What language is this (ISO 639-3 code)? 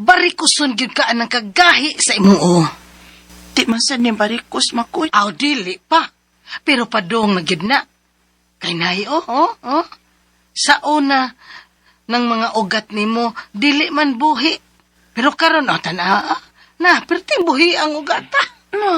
ceb